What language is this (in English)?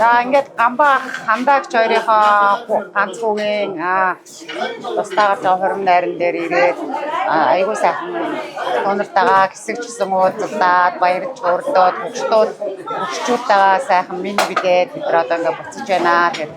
Mongolian